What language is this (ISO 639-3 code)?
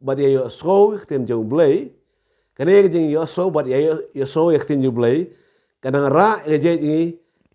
kha